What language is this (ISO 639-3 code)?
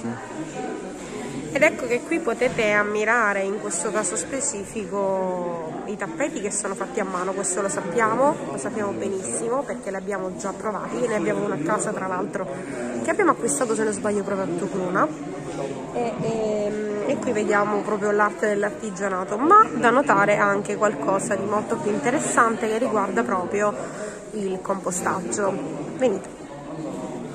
ita